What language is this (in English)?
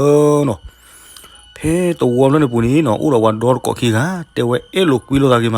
S'gaw Karen